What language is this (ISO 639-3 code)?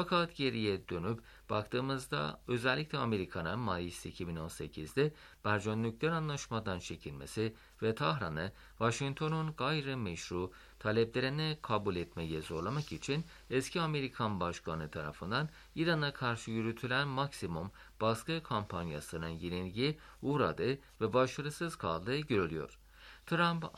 tur